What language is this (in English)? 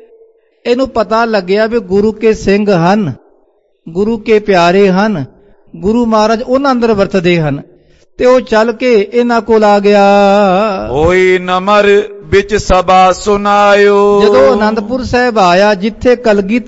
Punjabi